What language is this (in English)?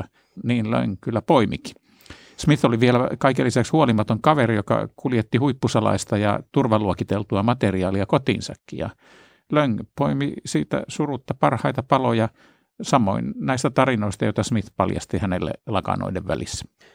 Finnish